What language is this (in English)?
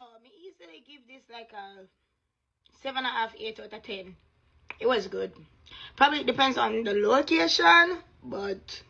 Jamaican Creole English